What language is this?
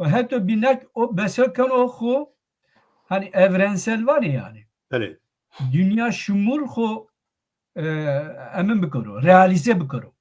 Zaza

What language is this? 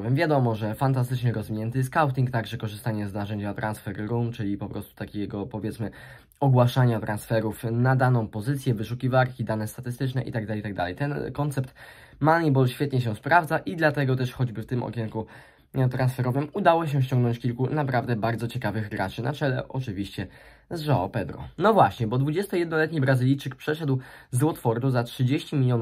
Polish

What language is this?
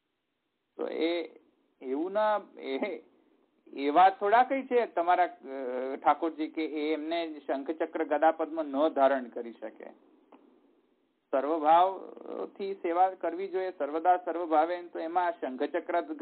Gujarati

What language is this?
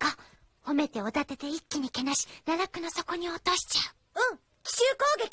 Japanese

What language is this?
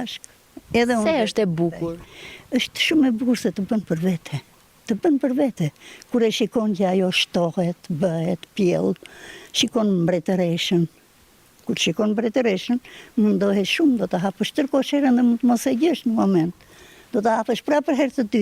Albanian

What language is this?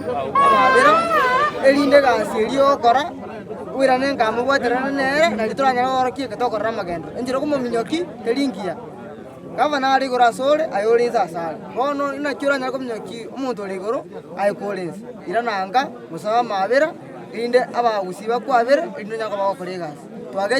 Gusii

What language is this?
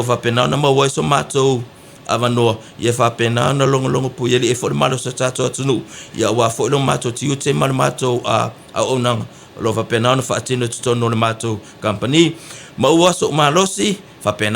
Samoan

